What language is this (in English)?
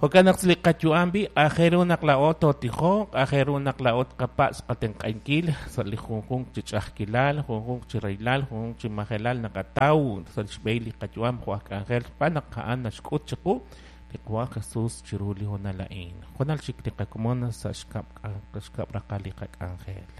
Kekchí